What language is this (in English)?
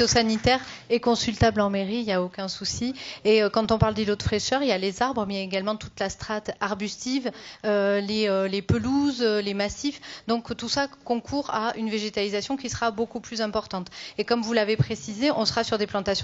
French